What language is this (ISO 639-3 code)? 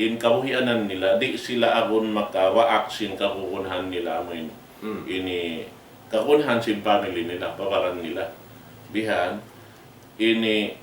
tsg